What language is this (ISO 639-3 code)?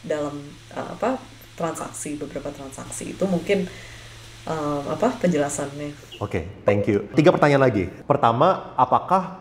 ind